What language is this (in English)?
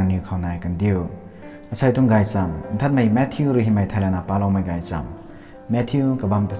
Rongmei Naga